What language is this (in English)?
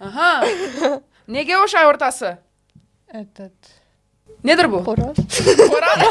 Crimean Tatar